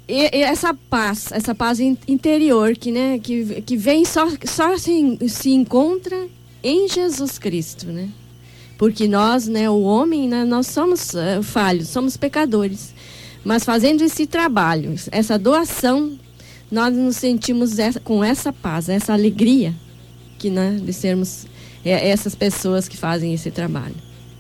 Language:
Portuguese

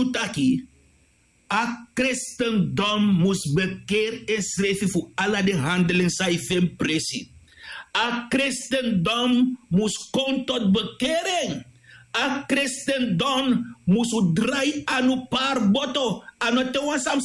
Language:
Sranan Tongo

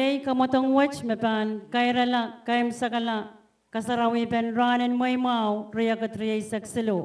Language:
Pohnpeian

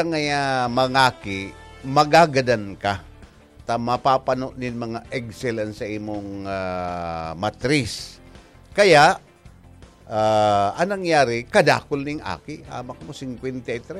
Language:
Bikol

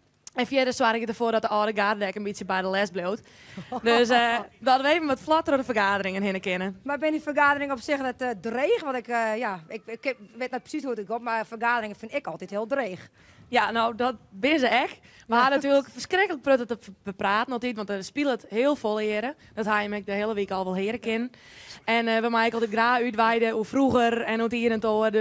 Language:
Western Frisian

